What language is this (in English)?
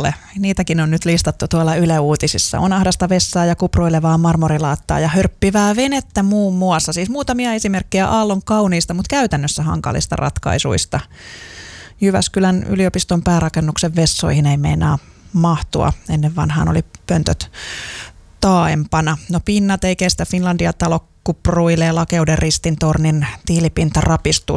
Finnish